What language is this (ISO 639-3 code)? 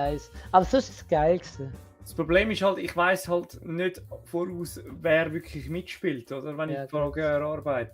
gsw